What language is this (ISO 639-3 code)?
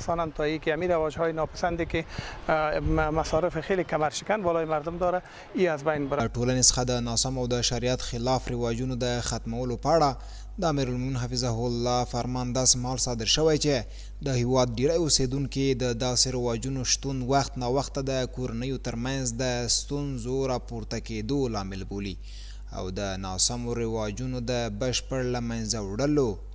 pus